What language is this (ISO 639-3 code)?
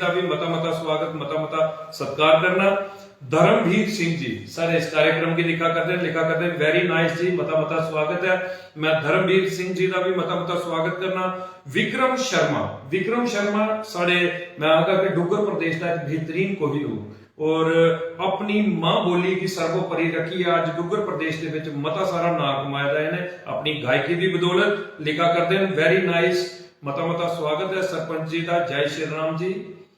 doi